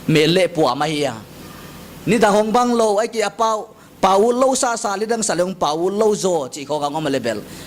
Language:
Paite Chin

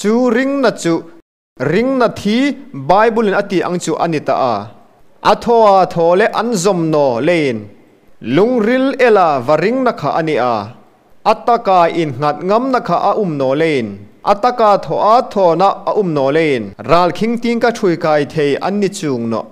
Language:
Hmar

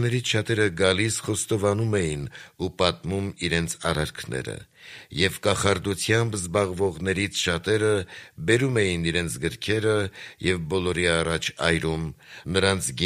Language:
Armenian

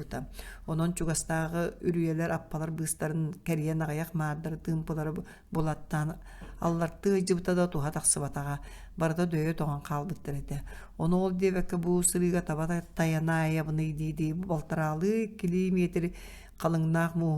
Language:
Yakut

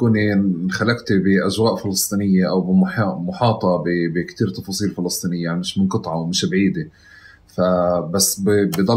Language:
North Levantine Arabic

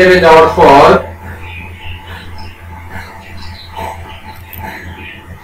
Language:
Bangla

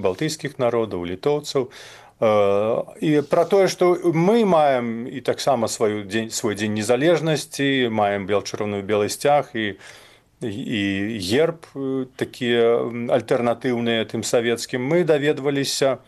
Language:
Belarusian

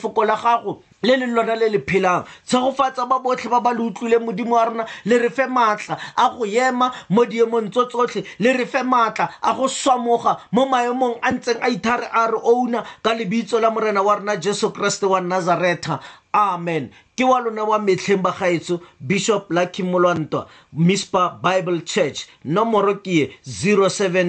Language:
Tswana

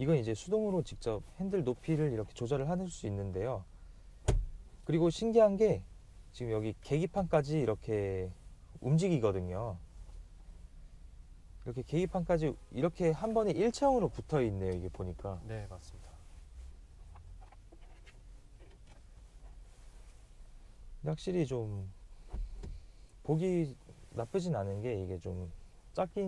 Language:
Korean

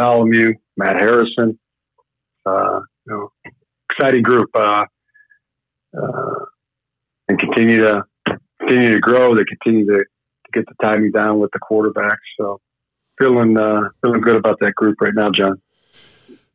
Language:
English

